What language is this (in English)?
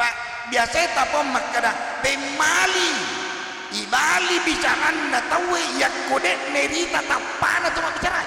Buginese